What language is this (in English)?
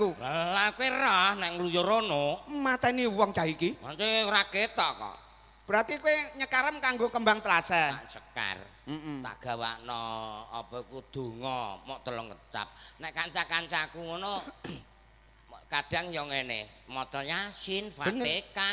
Javanese